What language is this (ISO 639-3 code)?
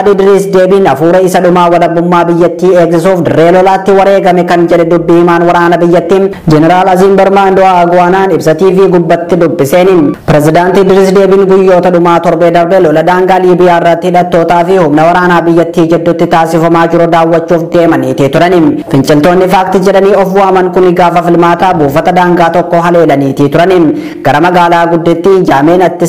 orm